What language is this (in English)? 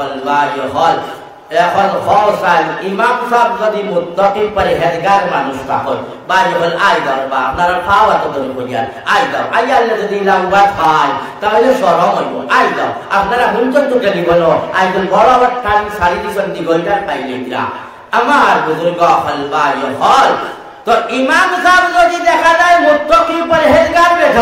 Sylheti